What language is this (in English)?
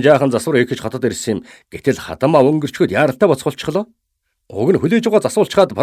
Mongolian